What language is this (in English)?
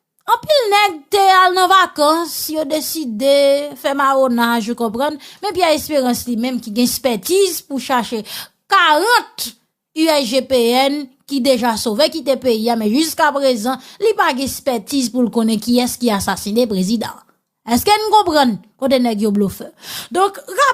Haitian Creole